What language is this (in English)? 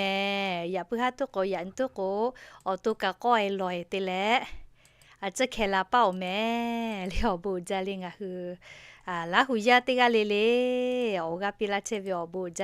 Lahu